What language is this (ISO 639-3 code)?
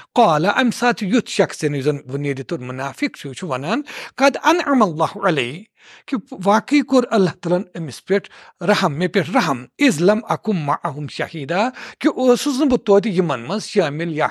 kas